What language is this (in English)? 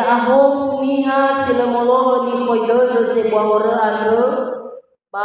Nias